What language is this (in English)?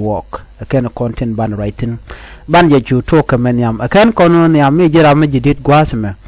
Nuer